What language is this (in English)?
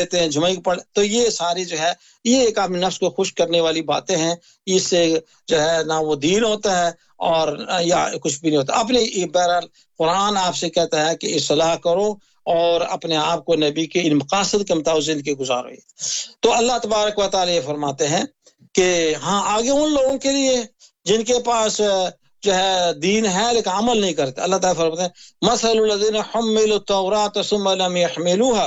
Urdu